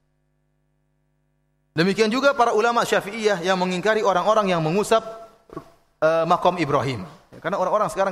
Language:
Indonesian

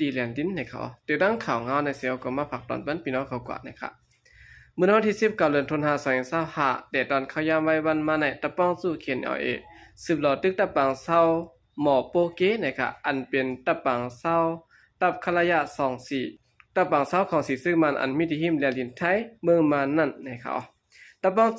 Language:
Shan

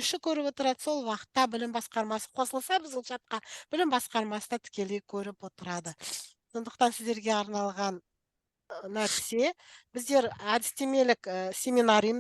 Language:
Kazakh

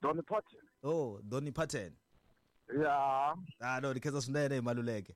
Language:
Tsonga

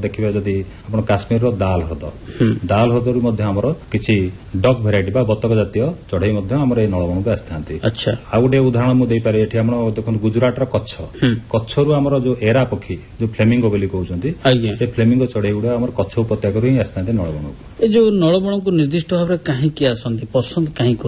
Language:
Odia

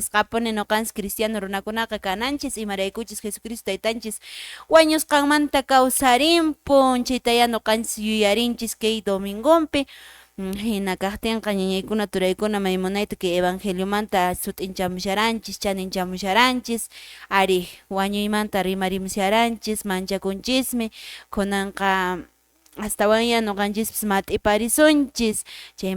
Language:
Quechua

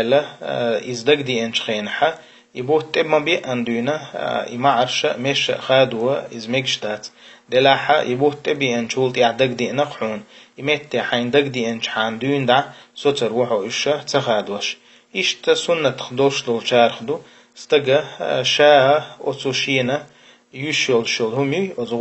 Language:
Chechen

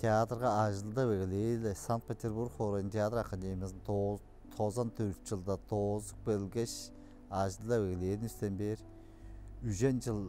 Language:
Tuvinian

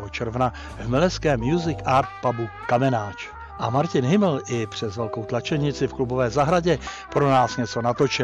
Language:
Czech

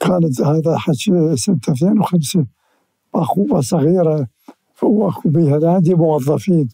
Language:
Mesopotamian Arabic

